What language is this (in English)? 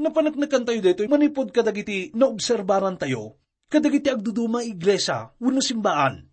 Iloko